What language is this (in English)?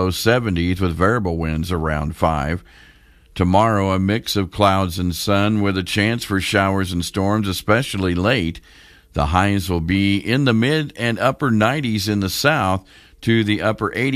English